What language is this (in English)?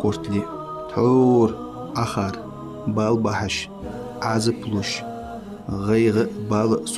Ingush